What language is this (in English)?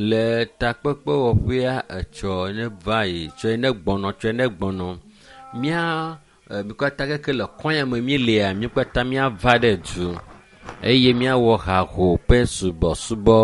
Ewe